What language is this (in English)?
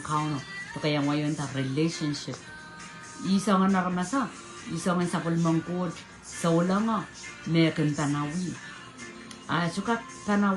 Pohnpeian